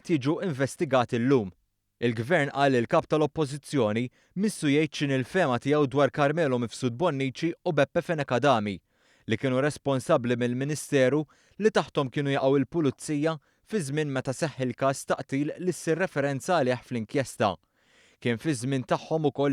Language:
Maltese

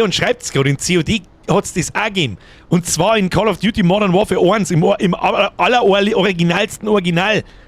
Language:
Bavarian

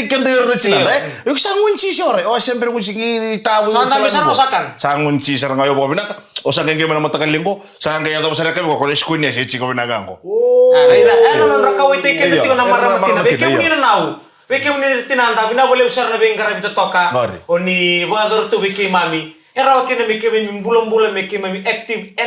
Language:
Fijian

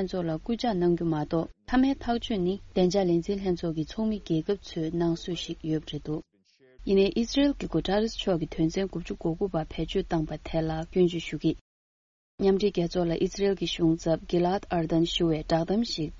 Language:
Tibetan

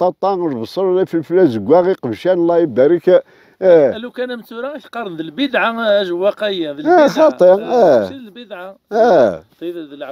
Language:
Kabyle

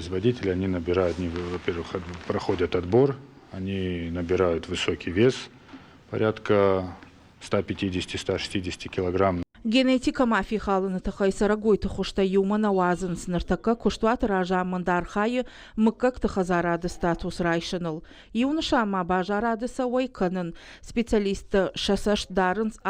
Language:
Ossetic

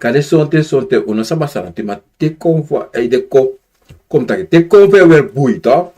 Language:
Sranan Tongo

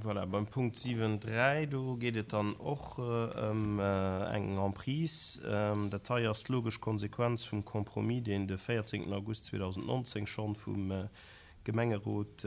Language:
Luxembourgish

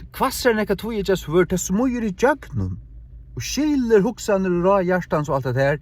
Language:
Faroese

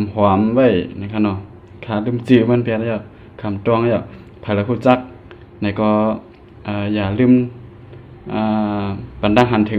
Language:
Shan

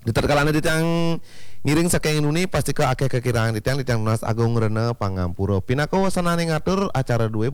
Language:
Balinese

